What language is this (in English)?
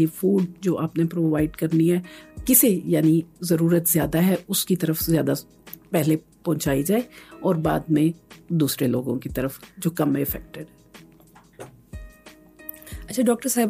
Urdu